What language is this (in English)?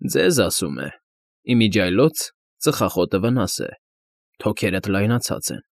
Armenian